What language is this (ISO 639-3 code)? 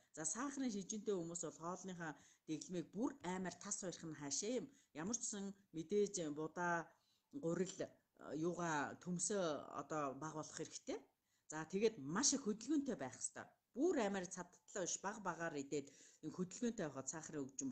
mon